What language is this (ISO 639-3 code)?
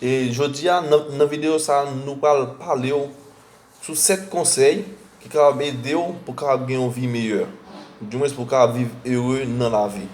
hat